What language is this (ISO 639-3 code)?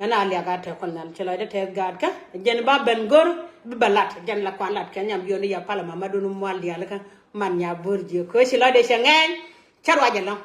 nus